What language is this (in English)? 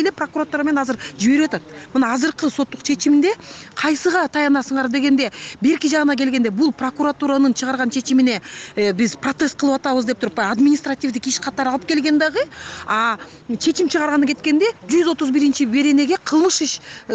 Kyrgyz